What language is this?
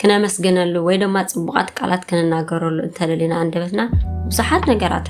Tigrinya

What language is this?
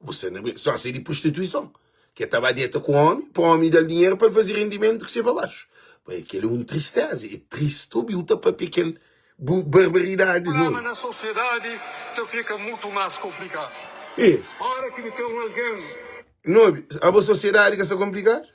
Kabuverdianu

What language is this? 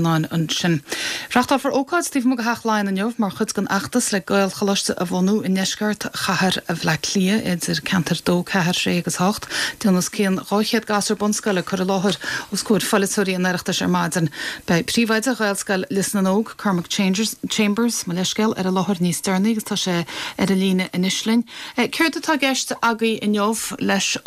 Irish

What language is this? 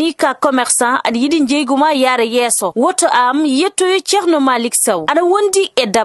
Fula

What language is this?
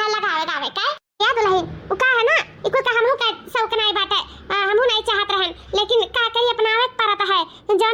Awadhi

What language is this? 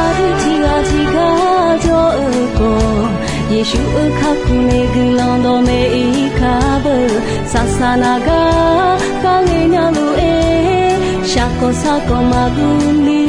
Akha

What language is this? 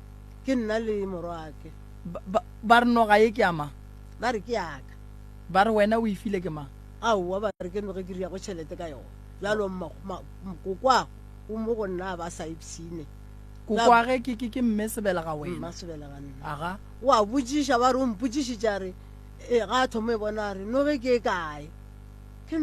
Northern Sotho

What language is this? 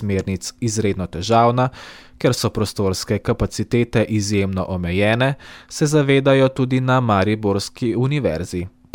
Slovenian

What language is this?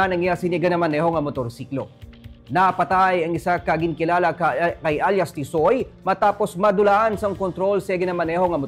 Hiligaynon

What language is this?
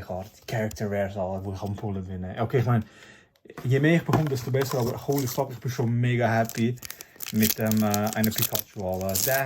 Swiss German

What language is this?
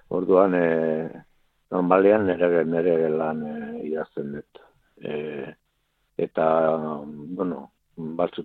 Basque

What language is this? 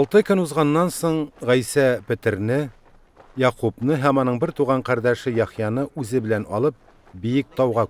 Tatar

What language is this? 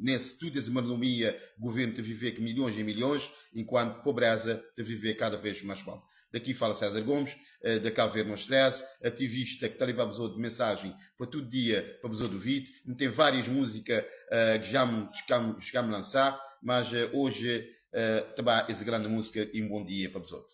Kabuverdianu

